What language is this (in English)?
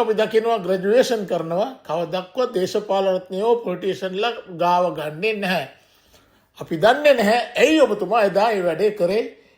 Sinhala